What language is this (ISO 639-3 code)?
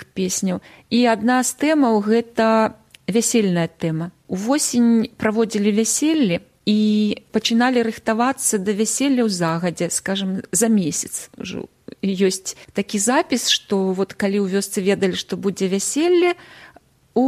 bel